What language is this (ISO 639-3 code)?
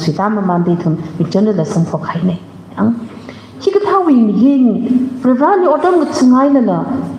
nmf